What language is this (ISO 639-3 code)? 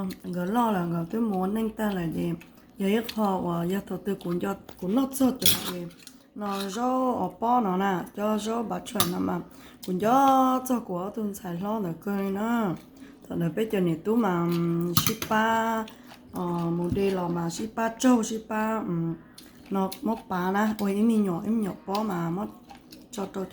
hmn